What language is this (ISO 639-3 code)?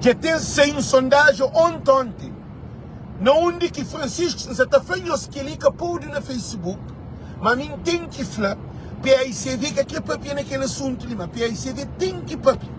kea